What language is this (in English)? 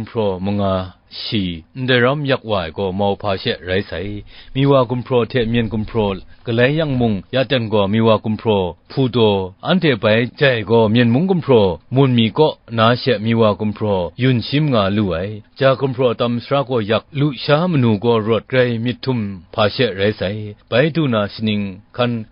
Kachin